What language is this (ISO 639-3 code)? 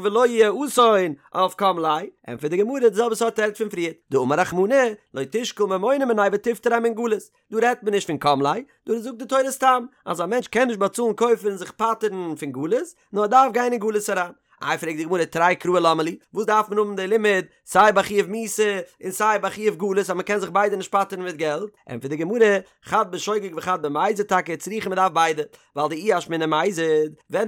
yid